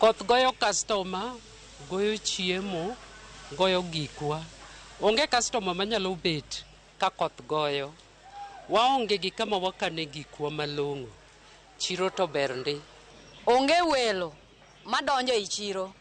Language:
Luo (Kenya and Tanzania)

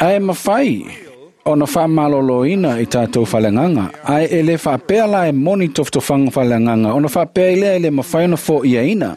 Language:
Samoan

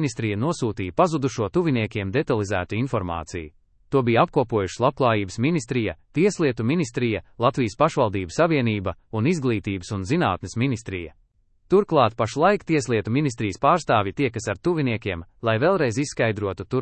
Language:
Latvian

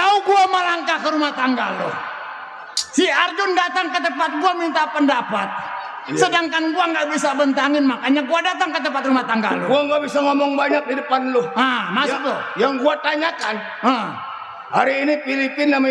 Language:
Betawi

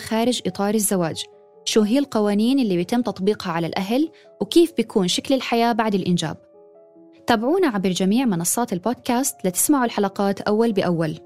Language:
North Levantine Arabic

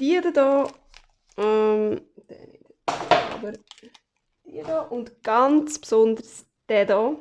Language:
Swiss German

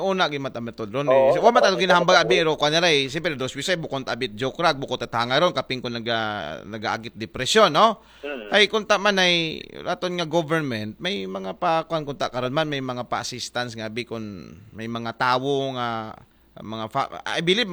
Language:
Aklanon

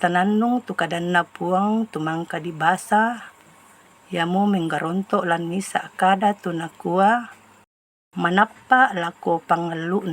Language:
Toraja-Sa'dan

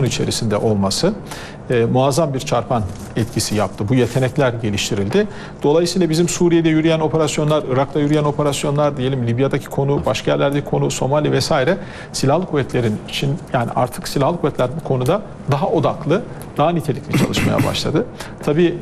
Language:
Turkish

